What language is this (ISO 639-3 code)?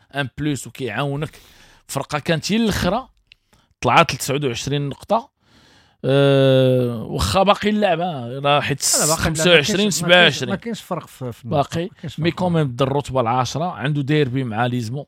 ary